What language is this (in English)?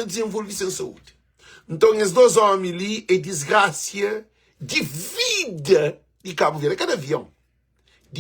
Kabuverdianu